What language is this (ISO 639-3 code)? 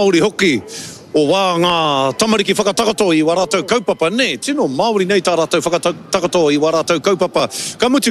mri